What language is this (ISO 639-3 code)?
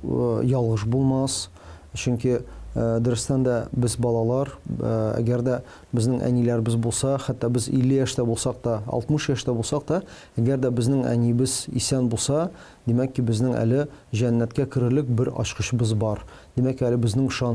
tat